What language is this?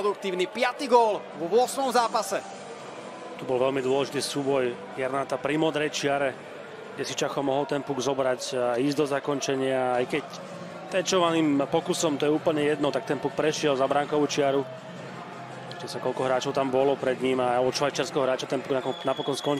Slovak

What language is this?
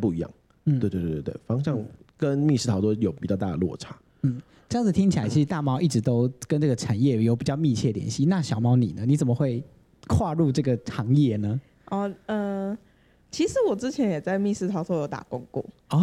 Chinese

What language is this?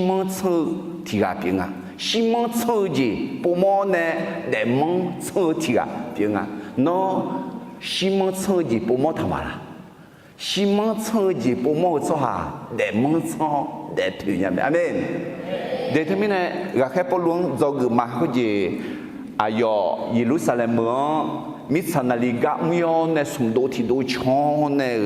Akha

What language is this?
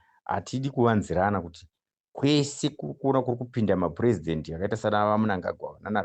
Shona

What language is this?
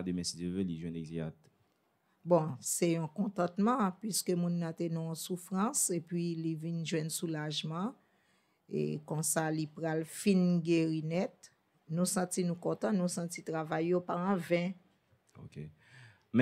Haitian Creole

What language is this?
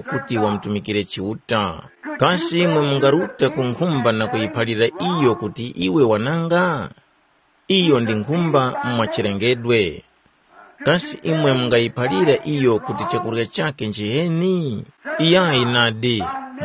Tumbuka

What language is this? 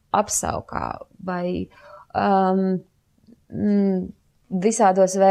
Latvian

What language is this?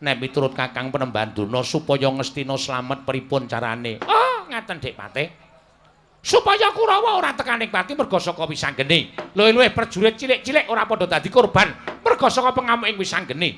Javanese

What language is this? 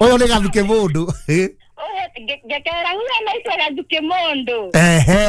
Kikuyu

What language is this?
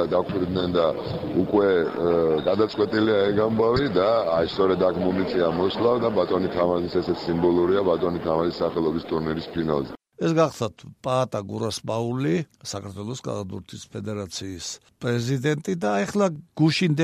Georgian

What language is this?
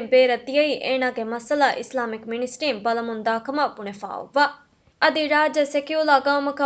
Divehi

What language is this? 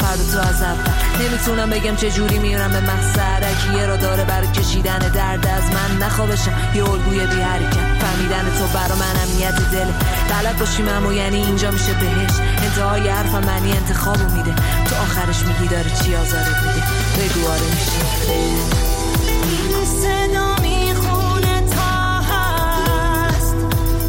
Persian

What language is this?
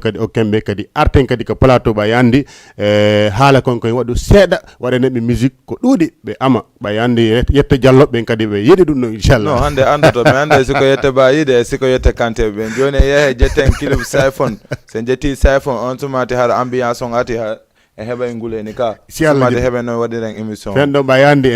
Fula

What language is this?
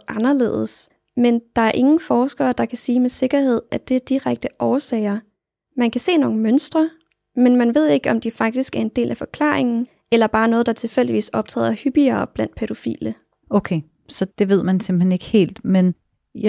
Danish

